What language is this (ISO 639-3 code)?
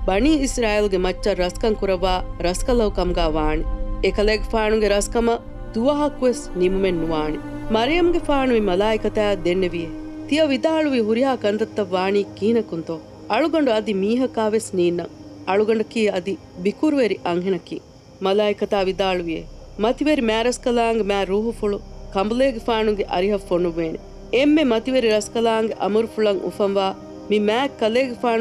div